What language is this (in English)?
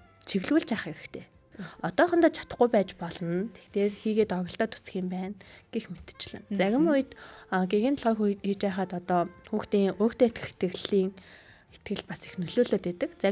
Mongolian